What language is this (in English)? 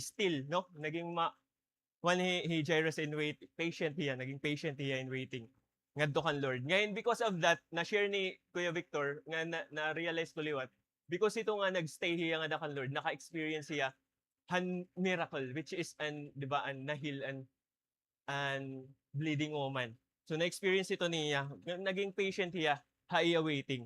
Waray